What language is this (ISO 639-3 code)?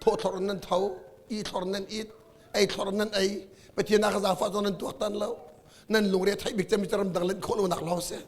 cnh